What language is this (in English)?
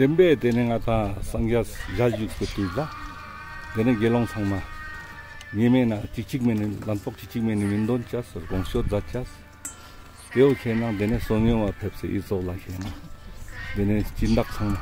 Ladakhi